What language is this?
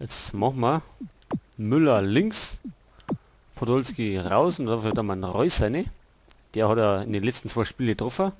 Bavarian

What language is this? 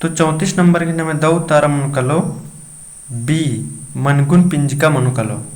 Kurukh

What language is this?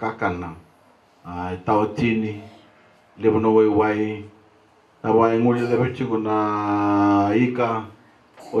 Fijian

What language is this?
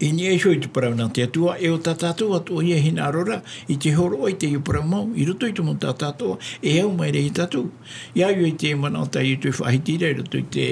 Tahitian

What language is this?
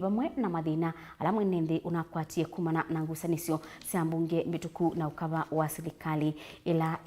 Kamba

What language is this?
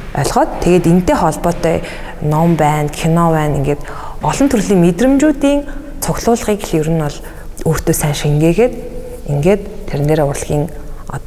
Mongolian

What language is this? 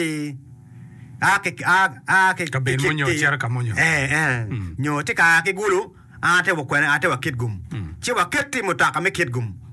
Acoli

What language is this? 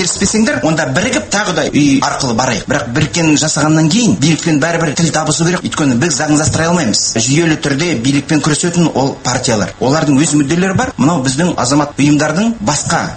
Kazakh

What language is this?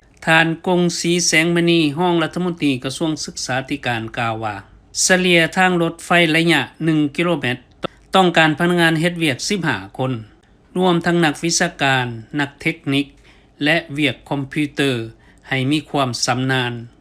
Lao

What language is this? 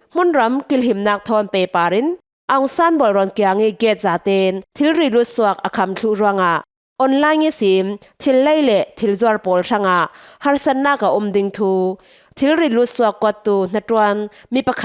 Falam Chin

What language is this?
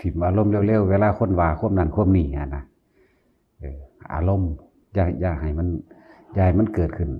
Northeastern Thai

